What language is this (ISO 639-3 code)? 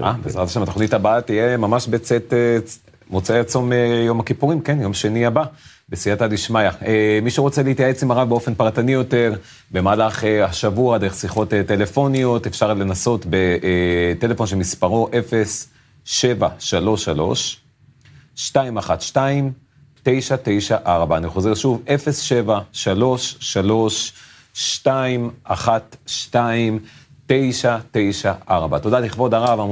heb